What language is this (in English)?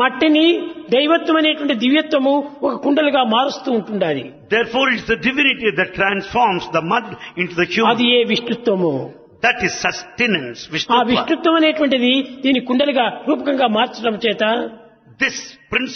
Telugu